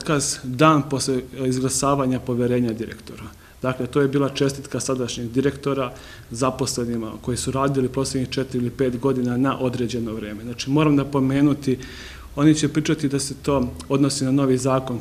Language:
Serbian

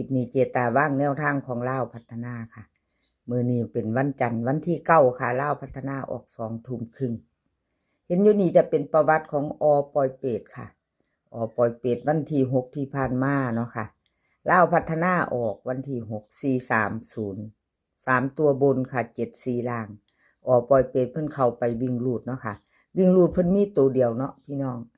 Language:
Northeastern Thai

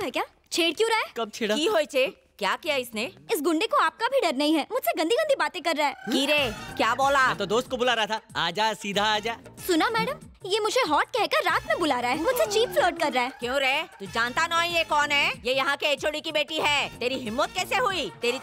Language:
Hindi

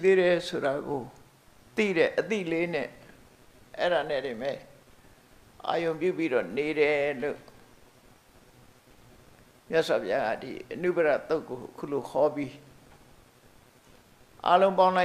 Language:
Burmese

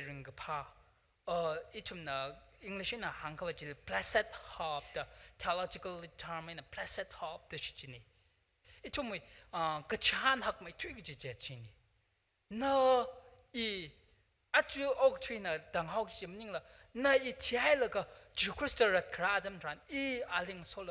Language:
Tangkhul Naga (India)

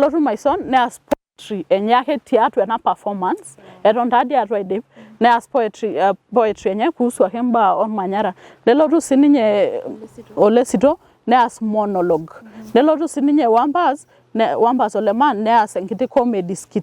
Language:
Masai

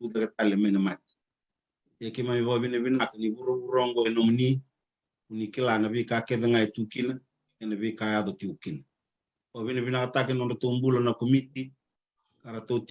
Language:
Fijian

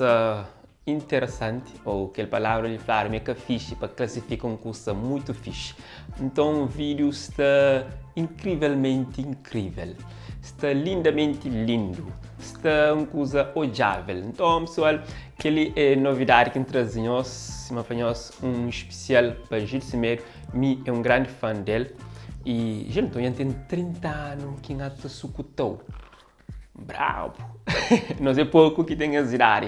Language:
Kabuverdianu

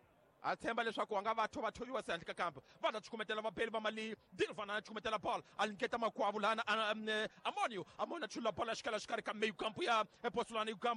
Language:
Tsonga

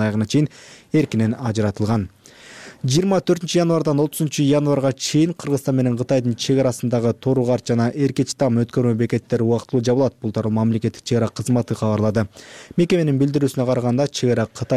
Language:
Kyrgyz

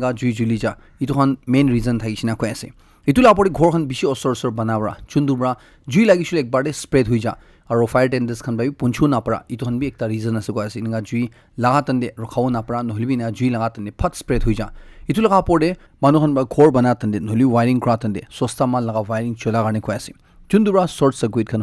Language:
Naga Pidgin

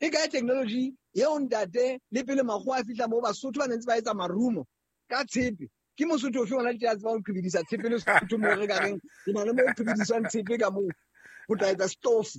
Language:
Southern Sotho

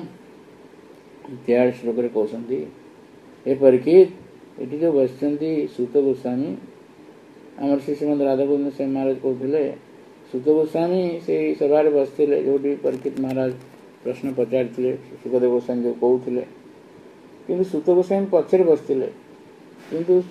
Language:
Odia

